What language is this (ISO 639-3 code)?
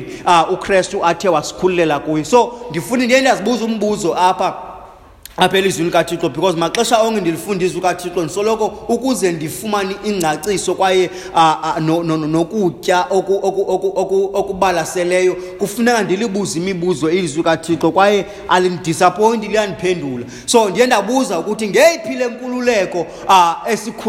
xho